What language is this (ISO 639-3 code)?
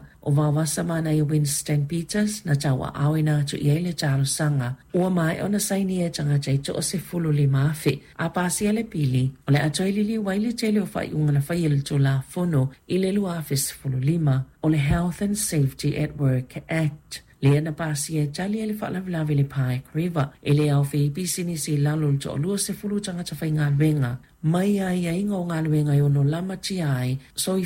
smo